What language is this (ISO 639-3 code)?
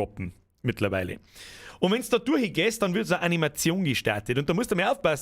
bar